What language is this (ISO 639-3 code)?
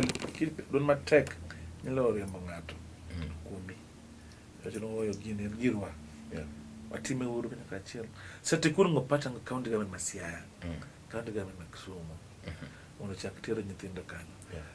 luo